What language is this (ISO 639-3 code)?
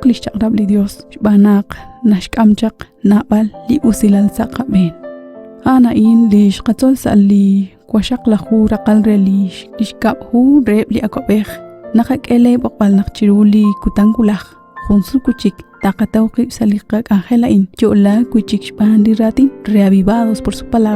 kek